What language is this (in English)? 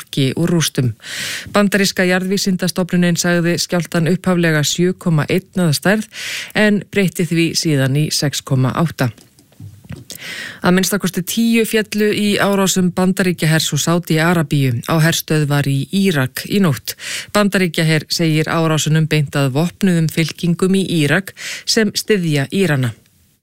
Icelandic